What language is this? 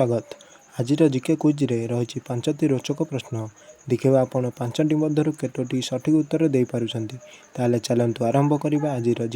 Odia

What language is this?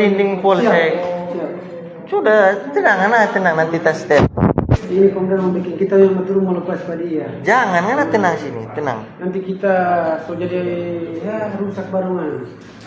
Manado Malay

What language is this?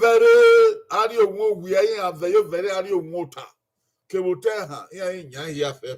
Bini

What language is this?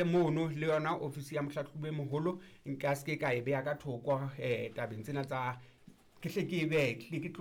Southern Sotho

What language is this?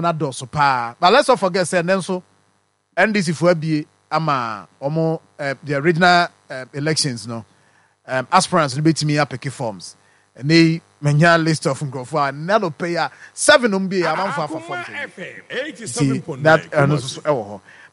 Akan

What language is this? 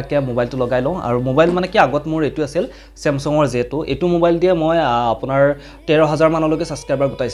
Assamese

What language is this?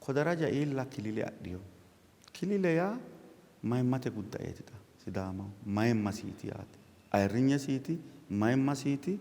Sidamo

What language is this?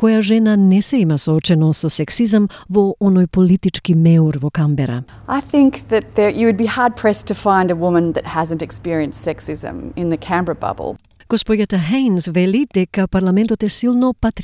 Macedonian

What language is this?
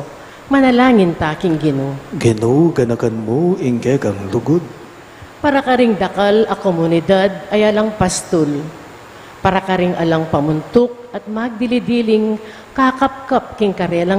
Pampanga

